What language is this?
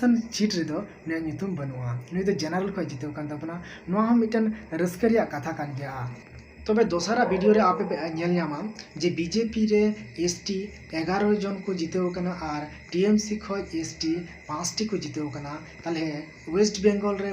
Santali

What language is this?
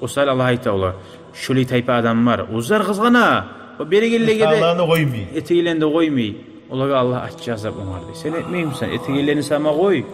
Kumyk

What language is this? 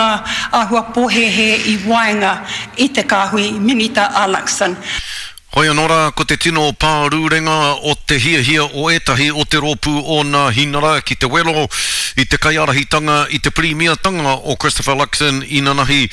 Māori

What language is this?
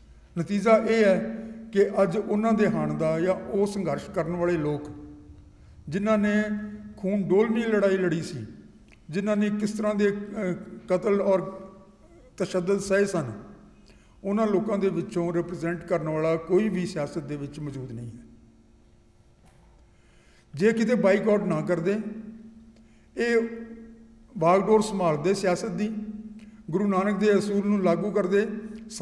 Punjabi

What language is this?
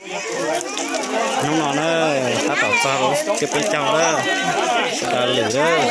Hmong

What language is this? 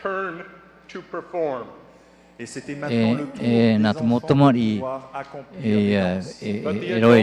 Tahitian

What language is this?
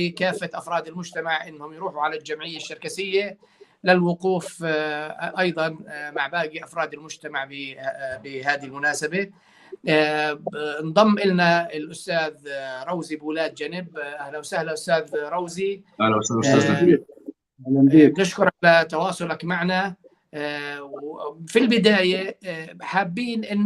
North Levantine Arabic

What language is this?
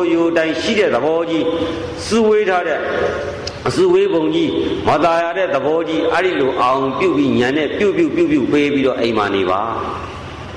Burmese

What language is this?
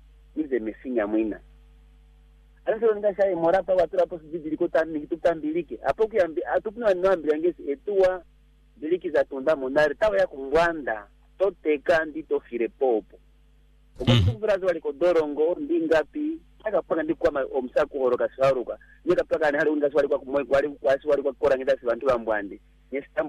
Swahili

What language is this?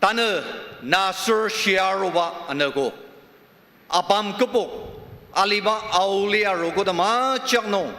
Ao Naga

